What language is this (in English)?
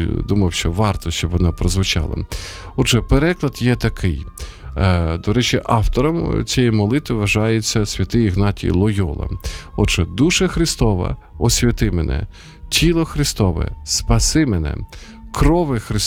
Ukrainian